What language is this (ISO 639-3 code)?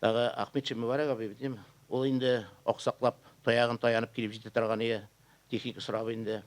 tat